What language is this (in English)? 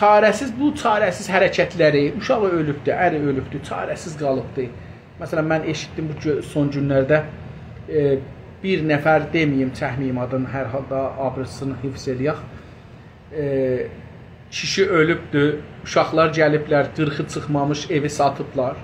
South Azerbaijani